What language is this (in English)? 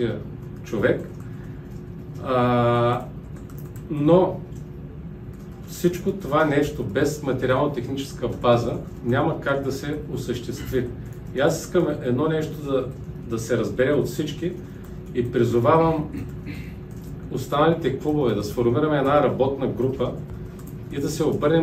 Bulgarian